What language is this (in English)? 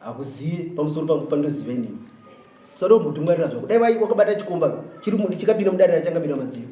Shona